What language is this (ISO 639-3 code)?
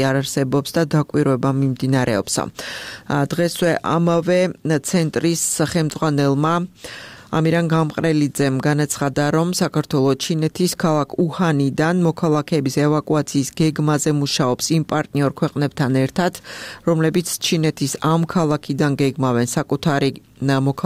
kat